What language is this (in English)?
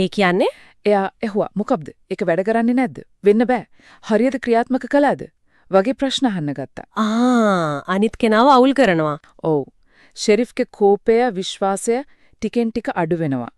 Sinhala